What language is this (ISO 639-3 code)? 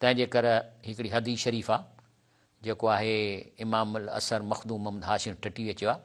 snd